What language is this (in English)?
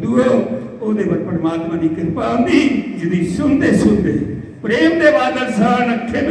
Dogri